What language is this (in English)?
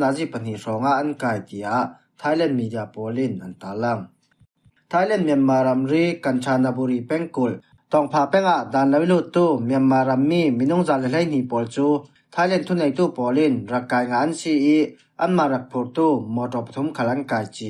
Falam Chin